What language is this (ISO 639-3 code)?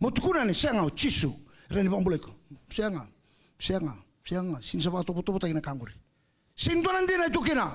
fij